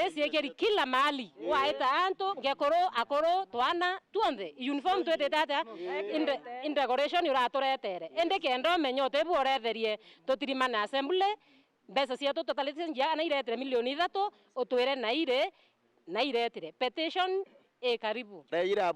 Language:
Meru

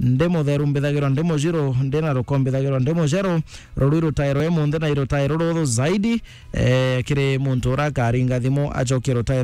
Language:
Meru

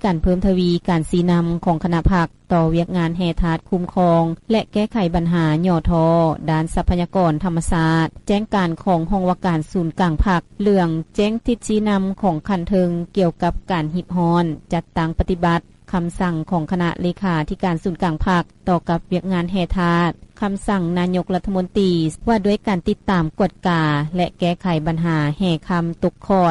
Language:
Lao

